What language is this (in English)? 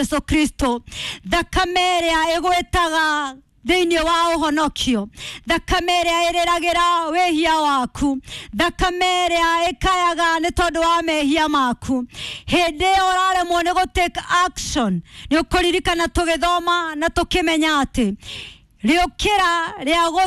Kikuyu